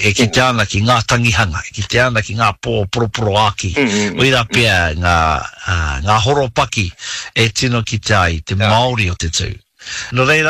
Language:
Māori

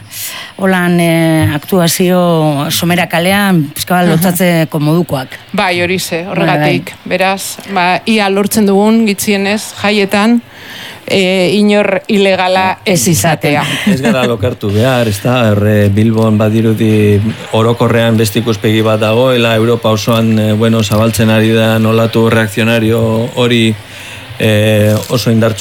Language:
Basque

